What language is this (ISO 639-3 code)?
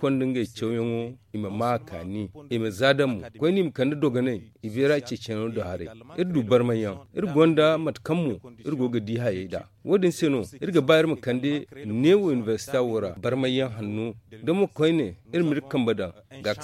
dje